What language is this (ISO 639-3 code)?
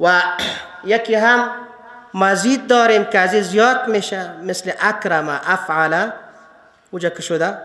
fas